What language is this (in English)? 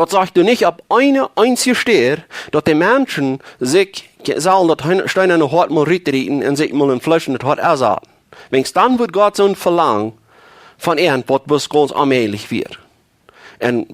Plautdietsch